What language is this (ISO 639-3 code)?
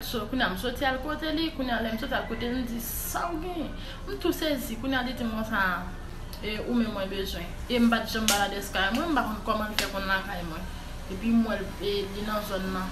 hat